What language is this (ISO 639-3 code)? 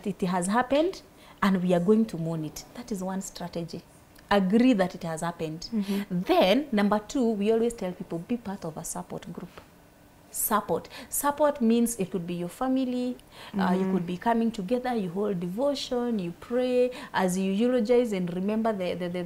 eng